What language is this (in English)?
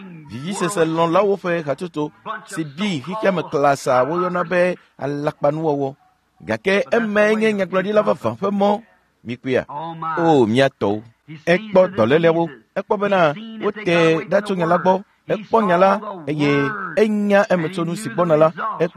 Ewe